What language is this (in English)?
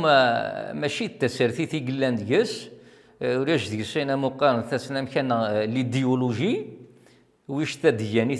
Kabyle